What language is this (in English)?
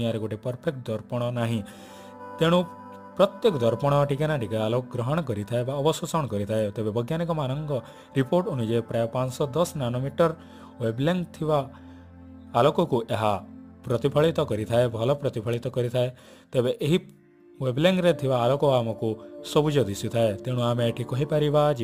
Odia